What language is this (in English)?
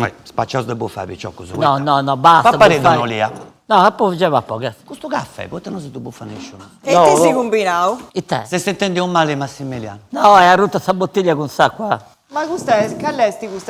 Sardinian